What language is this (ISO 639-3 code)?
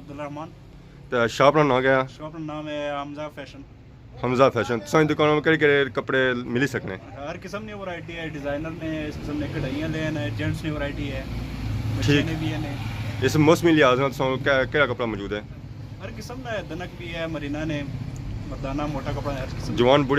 phr